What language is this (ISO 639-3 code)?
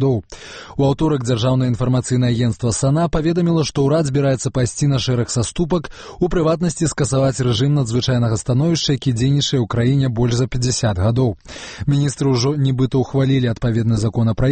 bel